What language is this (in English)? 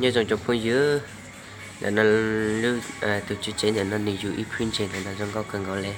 Hmong